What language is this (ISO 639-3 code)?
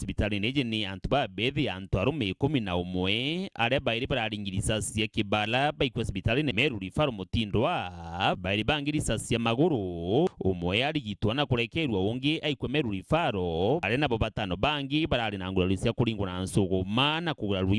mer